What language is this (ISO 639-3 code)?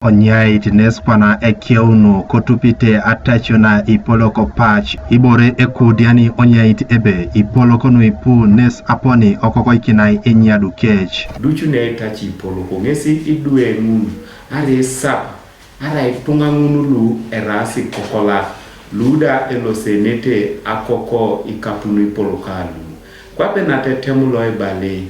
teo